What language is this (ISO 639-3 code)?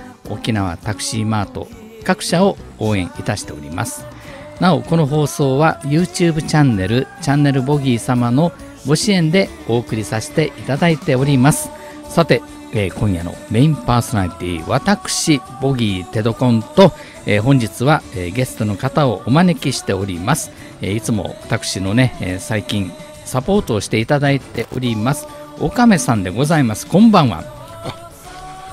jpn